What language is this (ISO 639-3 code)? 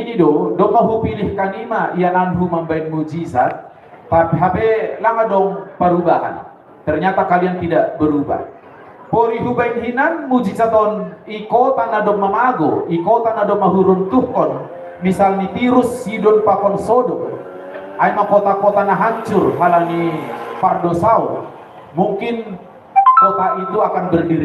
bts